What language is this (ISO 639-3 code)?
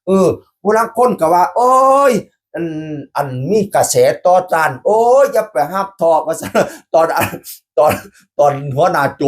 tts